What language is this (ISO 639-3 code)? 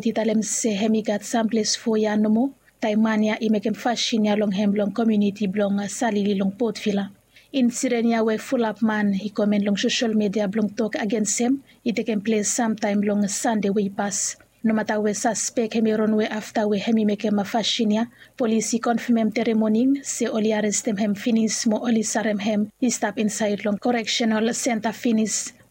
bis